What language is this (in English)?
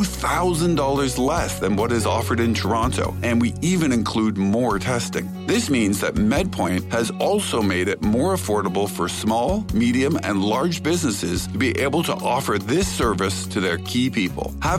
English